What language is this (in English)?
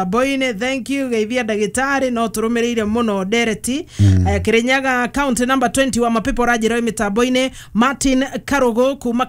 Kikuyu